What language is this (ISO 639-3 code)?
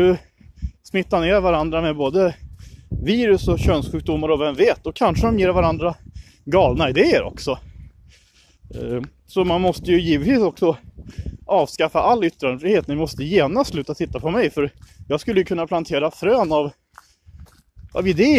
swe